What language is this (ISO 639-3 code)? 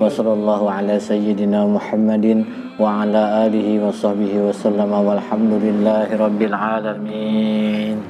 bjn